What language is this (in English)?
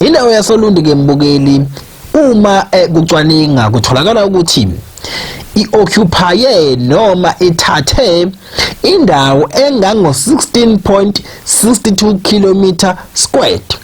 Zulu